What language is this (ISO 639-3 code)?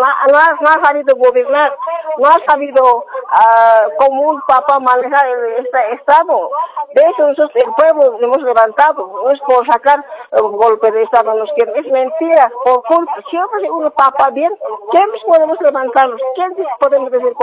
spa